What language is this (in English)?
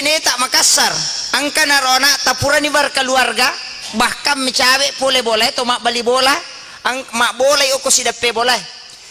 Buginese